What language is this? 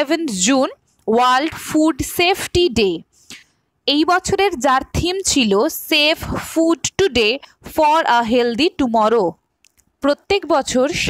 Bangla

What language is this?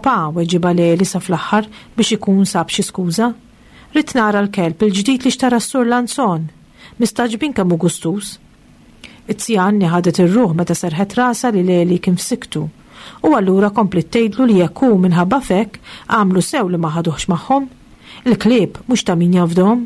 Maltese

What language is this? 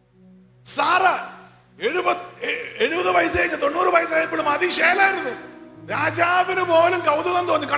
Malayalam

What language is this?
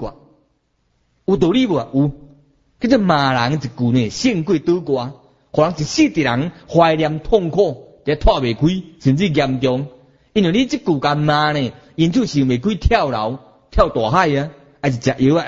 Min Nan Chinese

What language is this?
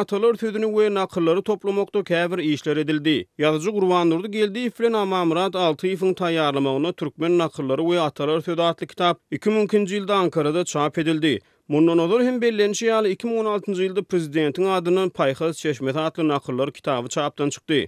Turkmen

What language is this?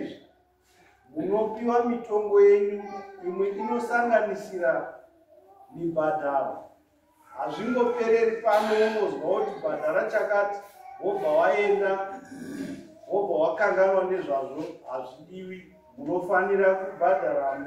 Shona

